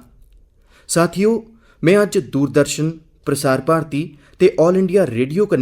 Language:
Dogri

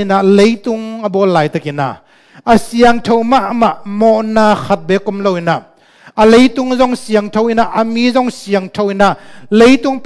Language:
Tedim Chin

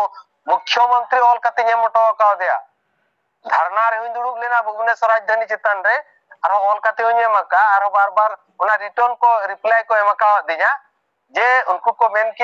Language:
Santali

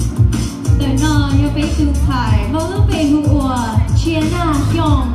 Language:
Hmong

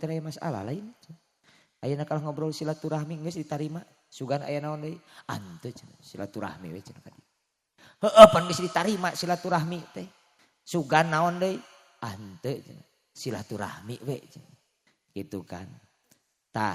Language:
Sundanese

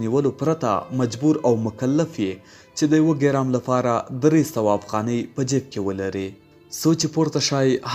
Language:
Pashto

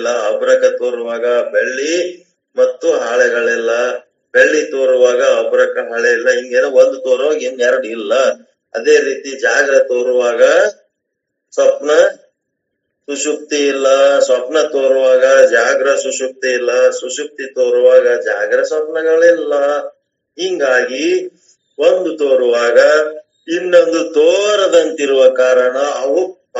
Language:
Kannada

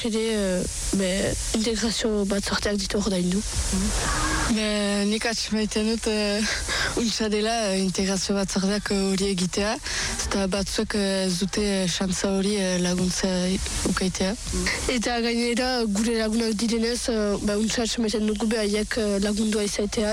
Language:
Basque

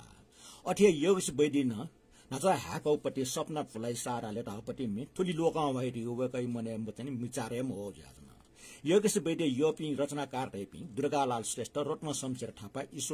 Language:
Newari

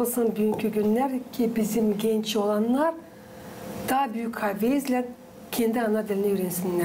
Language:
Gagauz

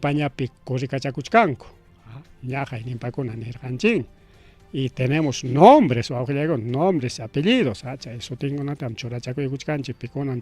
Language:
Ayacucho Quechua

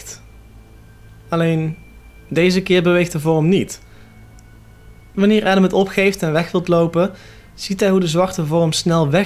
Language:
Dutch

